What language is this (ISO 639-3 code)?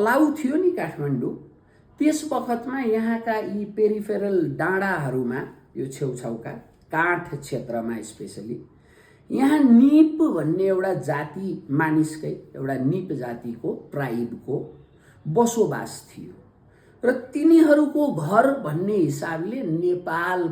nep